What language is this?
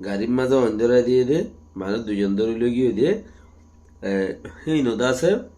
Rohingya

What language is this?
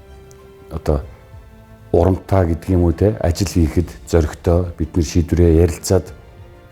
Mongolian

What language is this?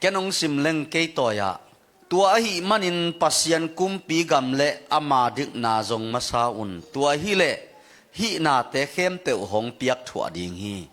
Tedim Chin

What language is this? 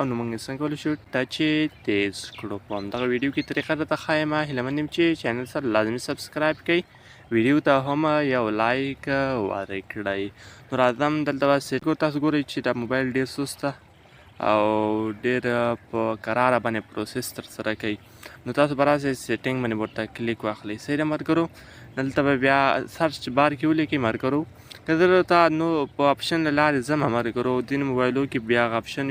Pashto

